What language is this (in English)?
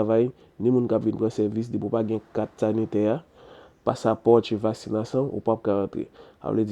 Haitian Creole